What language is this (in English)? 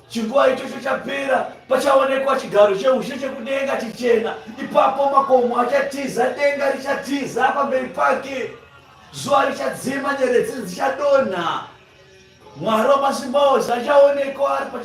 Shona